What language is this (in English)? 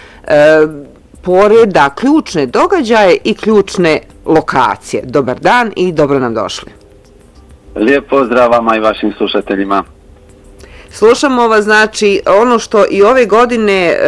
Bosnian